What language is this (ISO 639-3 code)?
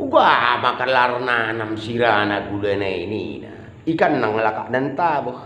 btx